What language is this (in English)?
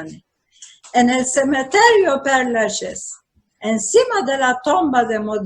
Ladino